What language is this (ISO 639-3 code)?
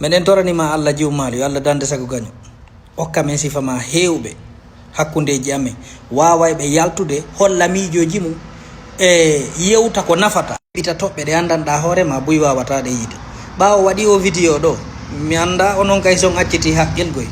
ful